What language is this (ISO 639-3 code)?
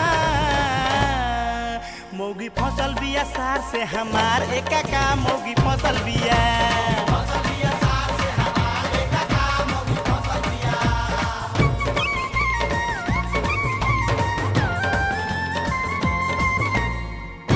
bho